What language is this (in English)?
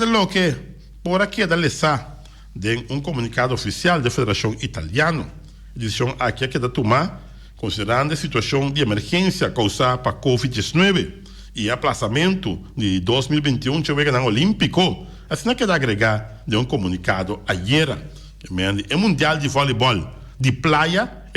Papiamento